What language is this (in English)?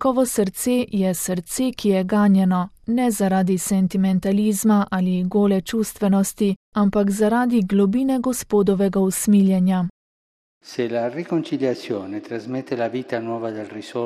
Slovenian